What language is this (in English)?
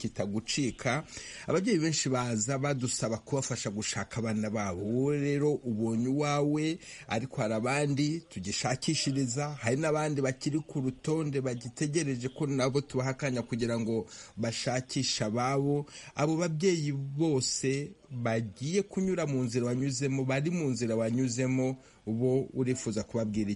Kinyarwanda